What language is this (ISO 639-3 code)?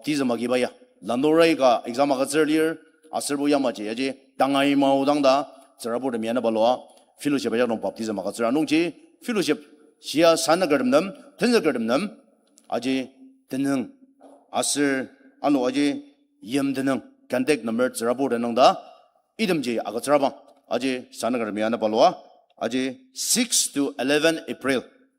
njo